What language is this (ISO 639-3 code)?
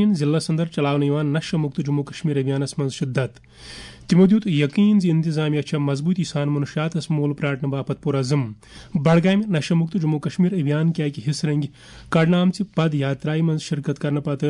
kas